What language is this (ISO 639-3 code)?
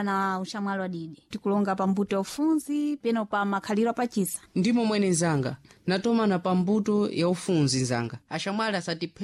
seh